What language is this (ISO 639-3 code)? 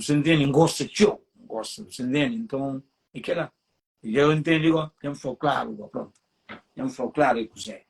kea